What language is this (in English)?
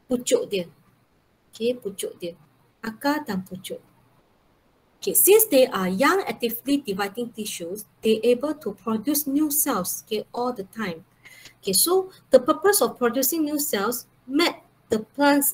Malay